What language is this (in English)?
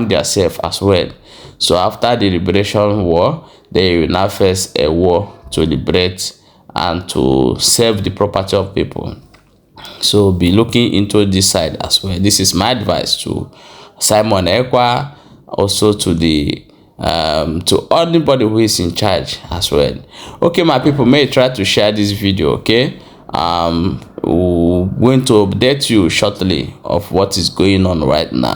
Igbo